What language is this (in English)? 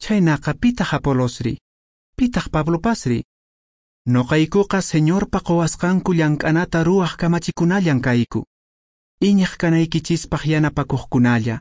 Quechua